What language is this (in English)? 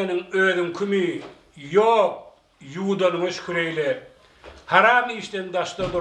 Turkmen